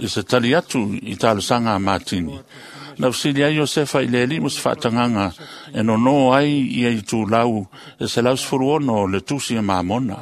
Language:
Samoan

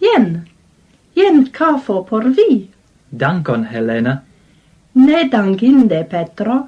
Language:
Esperanto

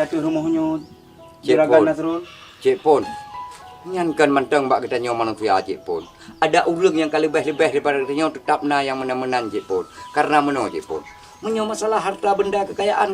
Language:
Achinese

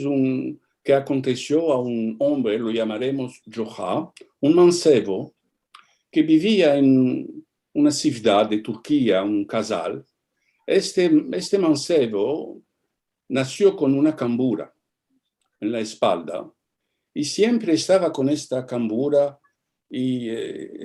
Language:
Ladino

